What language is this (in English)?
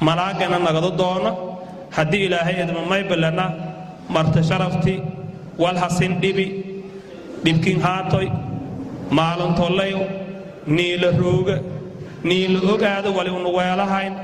Somali